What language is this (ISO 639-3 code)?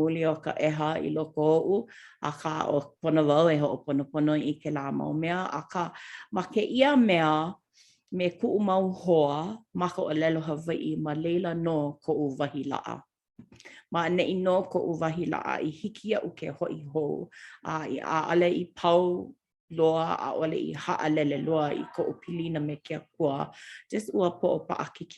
haw